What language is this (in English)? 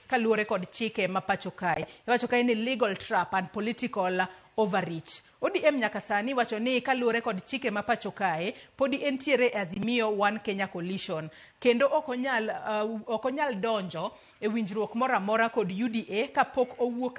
Luo (Kenya and Tanzania)